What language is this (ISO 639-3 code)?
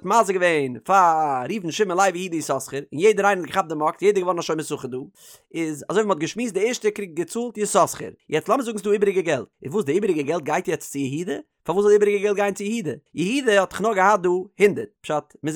yid